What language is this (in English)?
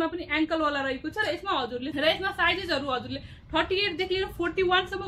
Nepali